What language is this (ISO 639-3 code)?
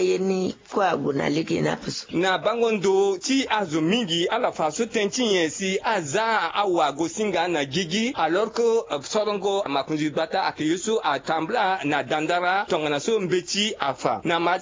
sag